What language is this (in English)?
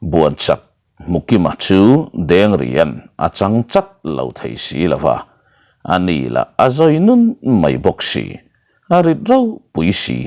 Mizo